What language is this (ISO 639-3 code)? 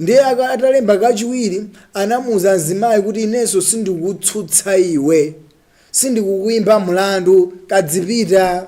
nya